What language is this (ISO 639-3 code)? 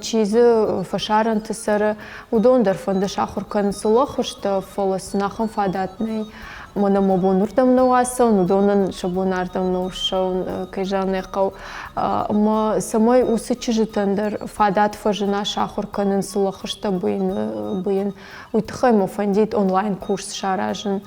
oss